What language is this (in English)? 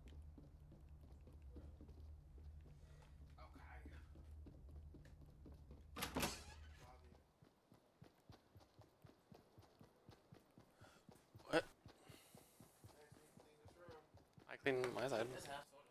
English